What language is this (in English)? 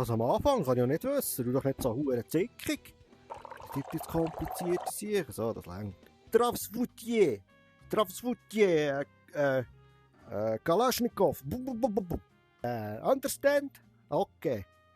Swiss German